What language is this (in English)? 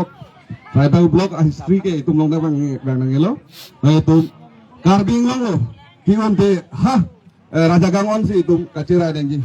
Karbi